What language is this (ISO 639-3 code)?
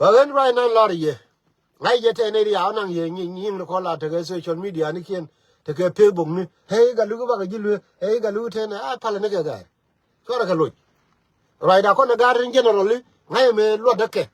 nus